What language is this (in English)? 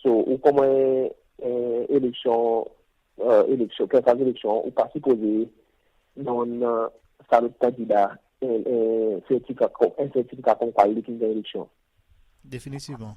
Seselwa Creole French